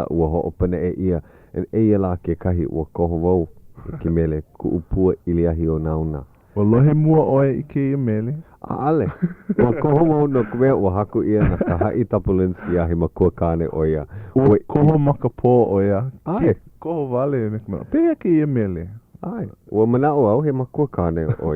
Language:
Hawaiian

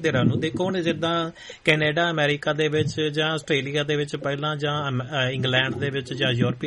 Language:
Punjabi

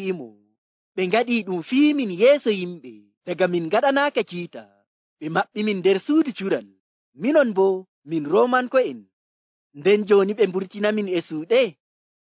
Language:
Nigerian Fulfulde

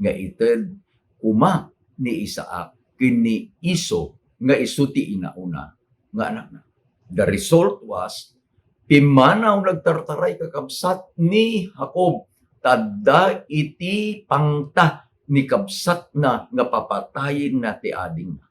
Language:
Iloko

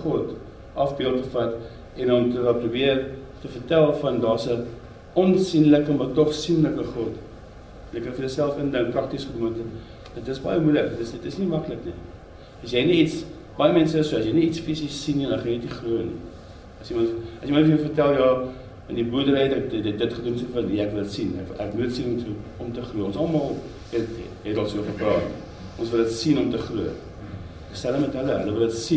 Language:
Afrikaans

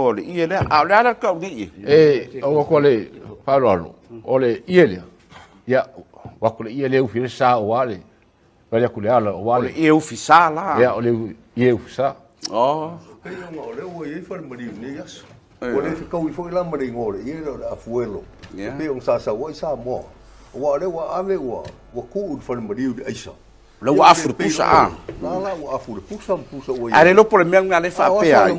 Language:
Samoan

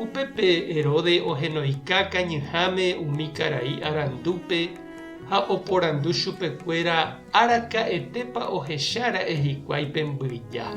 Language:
Guarani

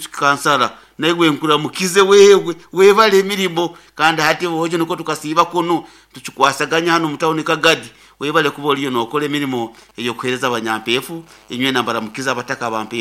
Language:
Nyankole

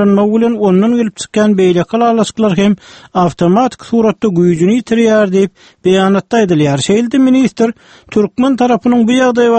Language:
Turkmen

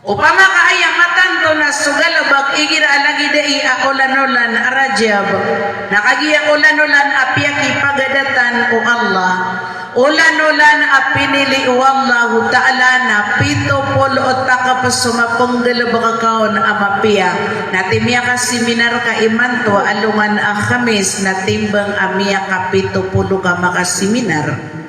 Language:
Maranao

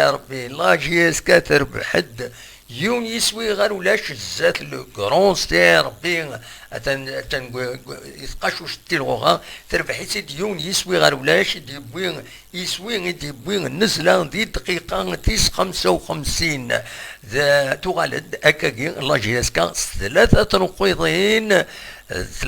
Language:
Kabyle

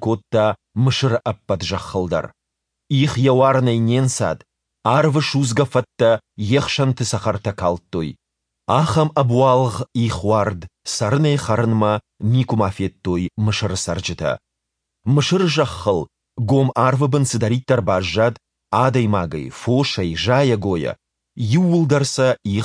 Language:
Ossetic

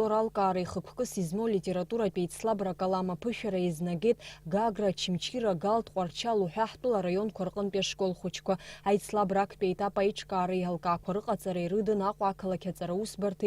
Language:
Abkhazian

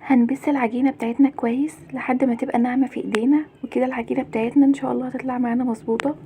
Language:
Egyptian Arabic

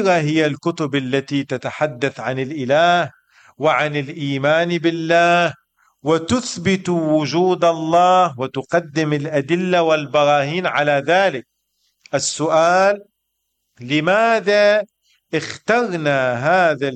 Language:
Arabic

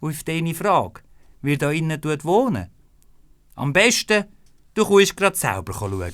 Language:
Swiss German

